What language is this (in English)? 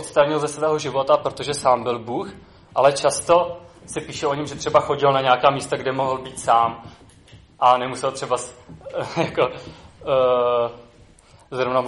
Czech